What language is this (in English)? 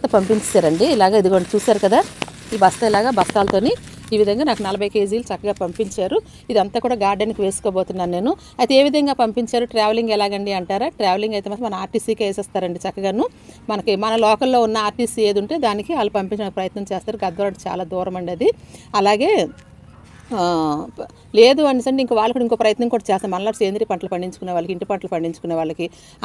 Telugu